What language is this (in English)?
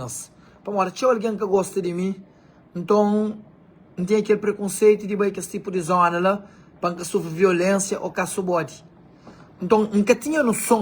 Kabuverdianu